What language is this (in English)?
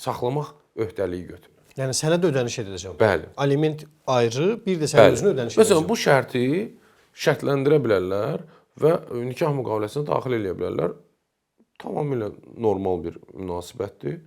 Azerbaijani